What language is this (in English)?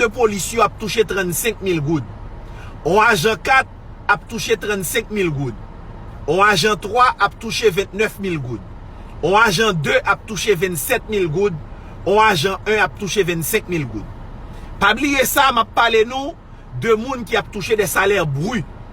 Haitian Creole